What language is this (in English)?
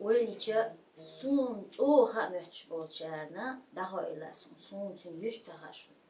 Chechen